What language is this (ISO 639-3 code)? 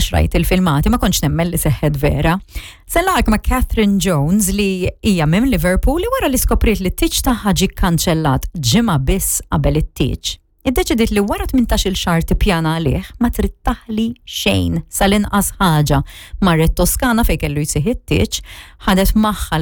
mlt